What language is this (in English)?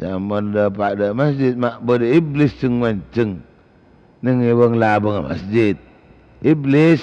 Madurese